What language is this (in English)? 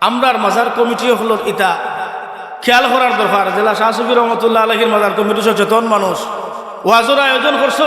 Sylheti